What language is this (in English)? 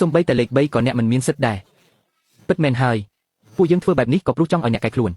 Khmer